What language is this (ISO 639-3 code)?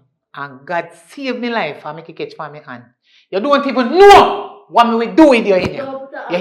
jam